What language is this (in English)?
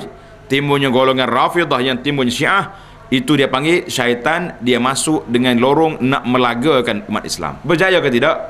Malay